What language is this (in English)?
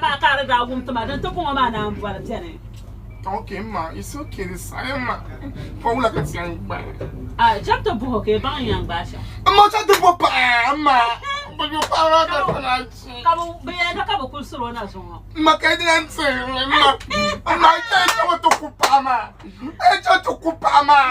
Dagbani